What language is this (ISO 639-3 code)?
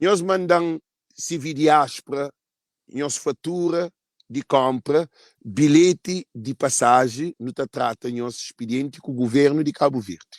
kea